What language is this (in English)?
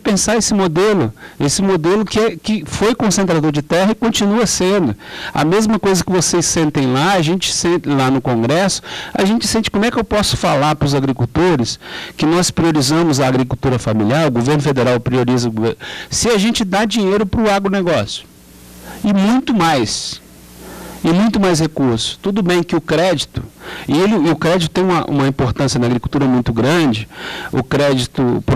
Portuguese